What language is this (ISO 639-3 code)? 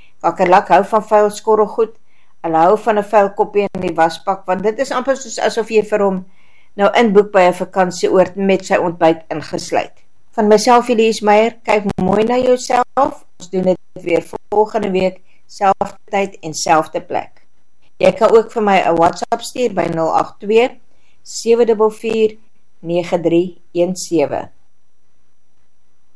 afr